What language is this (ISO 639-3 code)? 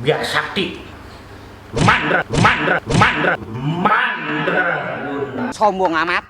bew